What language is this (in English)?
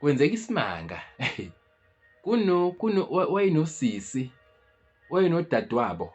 Zulu